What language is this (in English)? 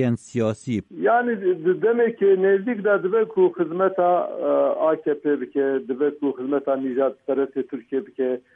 Kurdish